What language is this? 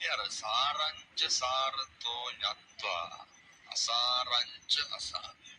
Sinhala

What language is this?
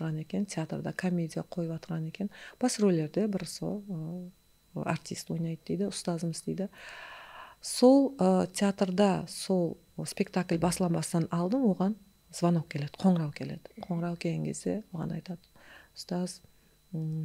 Kara-Kalpak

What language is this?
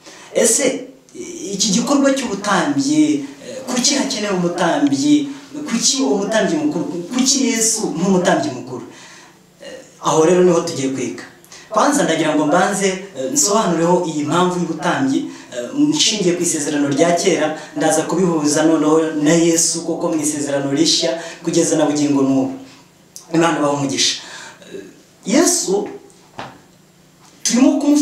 Kinyarwanda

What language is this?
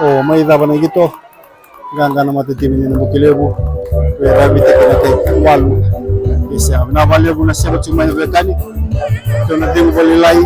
Fijian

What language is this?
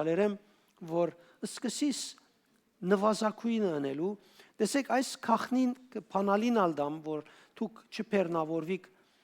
Western Armenian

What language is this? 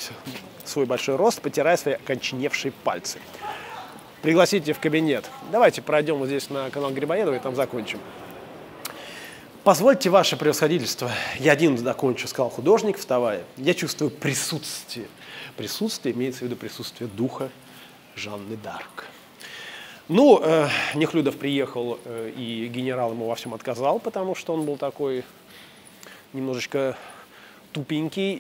Russian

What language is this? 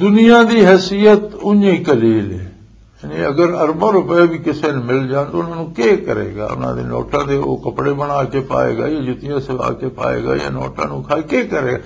Western Panjabi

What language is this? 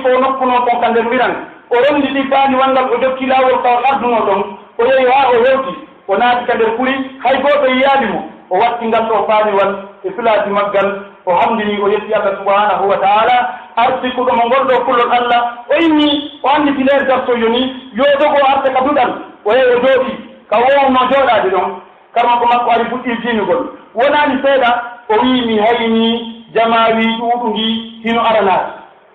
Pular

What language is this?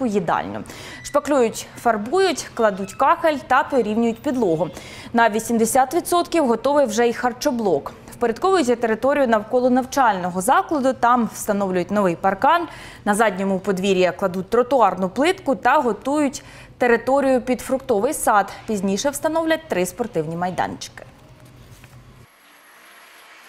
Ukrainian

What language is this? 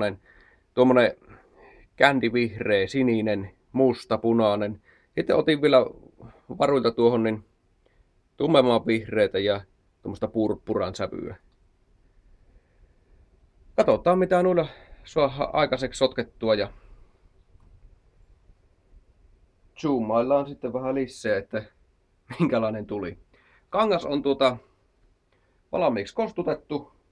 Finnish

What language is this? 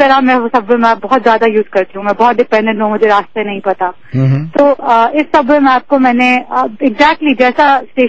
Urdu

